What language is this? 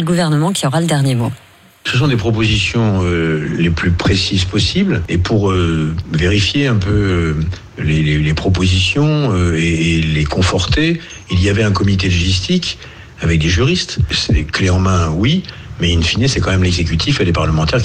French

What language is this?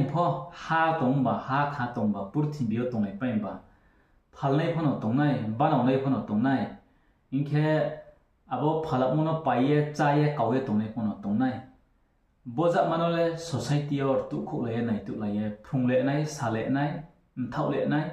Riang (India)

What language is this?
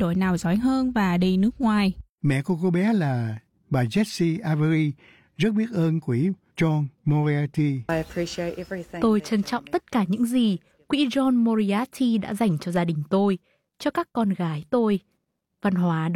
Vietnamese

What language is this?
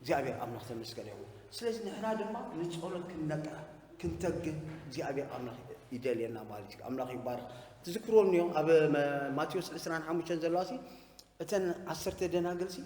Tigrinya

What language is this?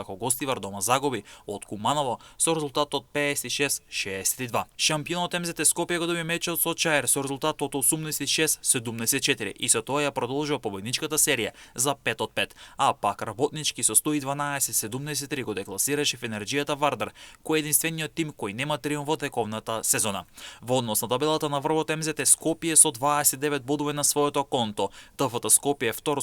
Macedonian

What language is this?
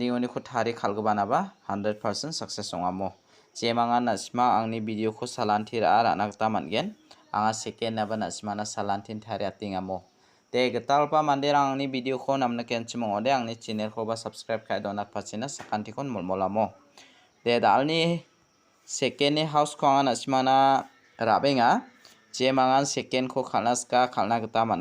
Garo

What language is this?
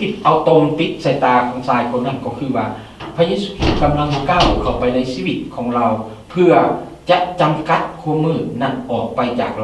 Lao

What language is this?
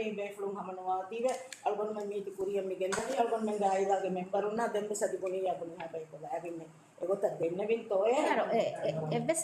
Divehi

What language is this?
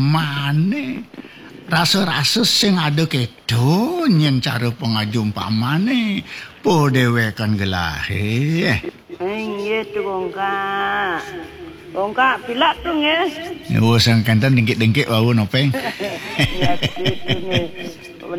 Balinese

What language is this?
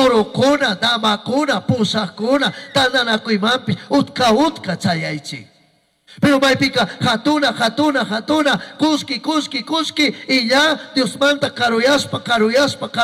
Chimborazo Highland Quichua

